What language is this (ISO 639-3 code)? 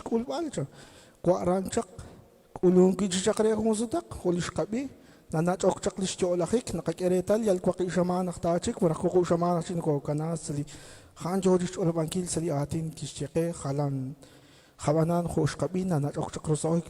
kek